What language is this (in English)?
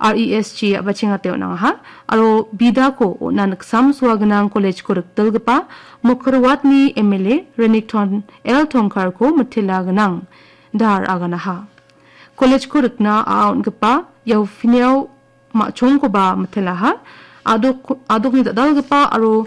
Garo